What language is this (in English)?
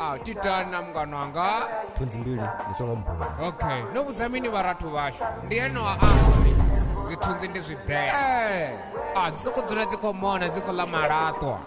Venda